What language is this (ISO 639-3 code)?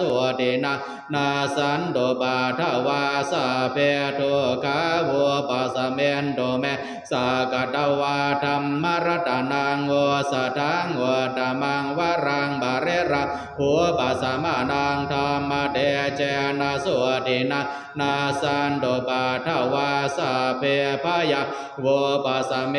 pli